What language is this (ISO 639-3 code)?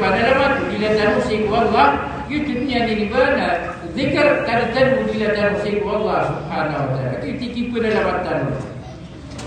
mrw